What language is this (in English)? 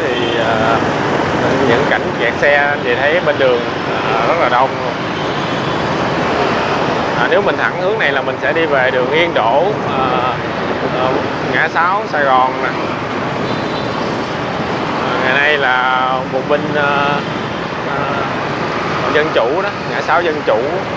Vietnamese